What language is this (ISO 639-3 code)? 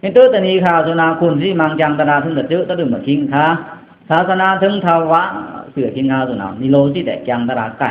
blk